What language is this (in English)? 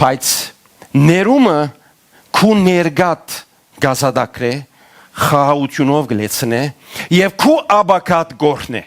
Western Armenian